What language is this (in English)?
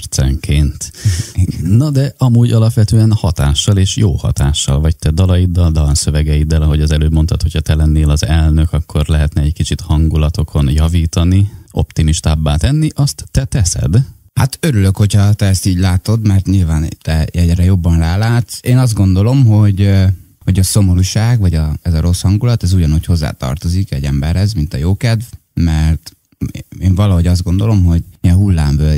Hungarian